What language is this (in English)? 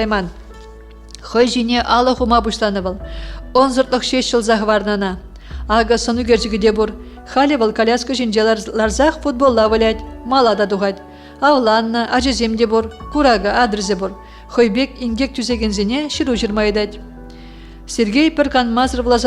Chuvash